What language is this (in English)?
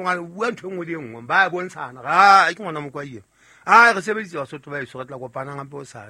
Southern Sotho